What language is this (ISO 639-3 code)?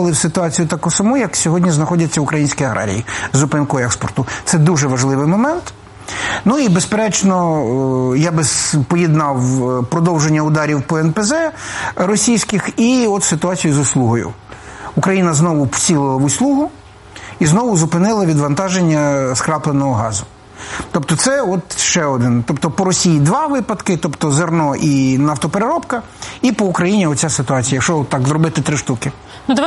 ukr